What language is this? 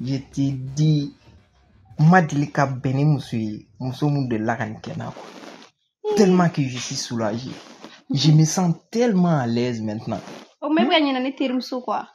Bambara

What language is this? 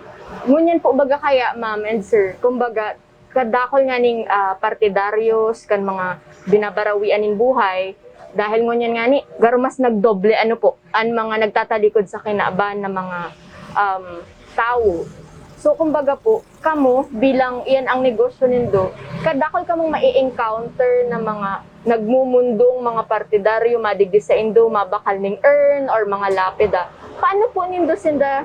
Bikol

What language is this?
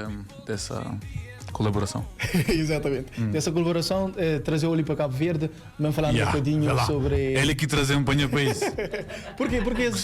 Kabuverdianu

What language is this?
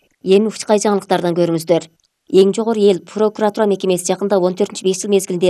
Kyrgyz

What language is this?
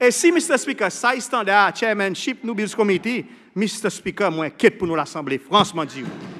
Seselwa Creole French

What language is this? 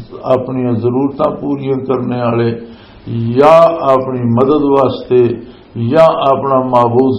Western Panjabi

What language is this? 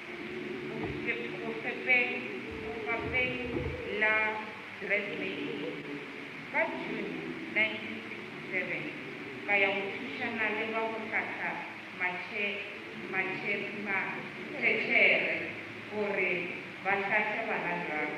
Northern Sotho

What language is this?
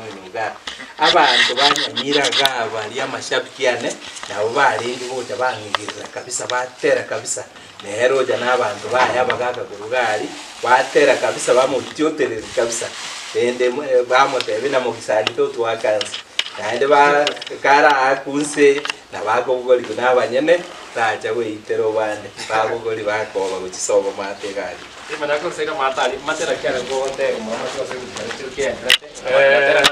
Gusii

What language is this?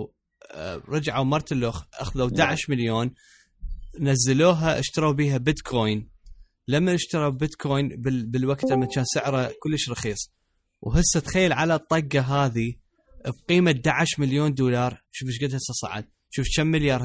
Mesopotamian Arabic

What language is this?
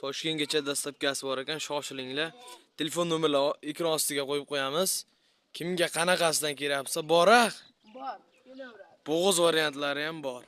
Uzbek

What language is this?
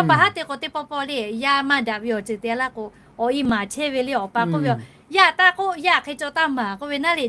Lahu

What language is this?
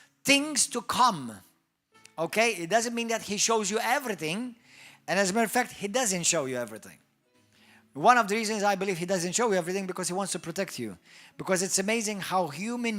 English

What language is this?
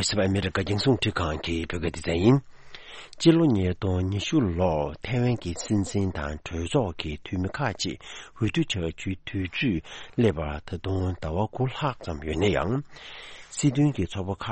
Tibetan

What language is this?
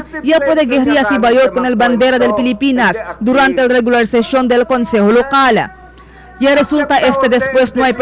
Chavacano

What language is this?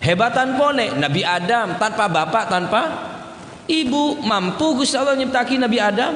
Madurese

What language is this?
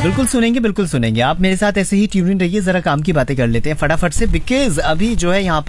Hindi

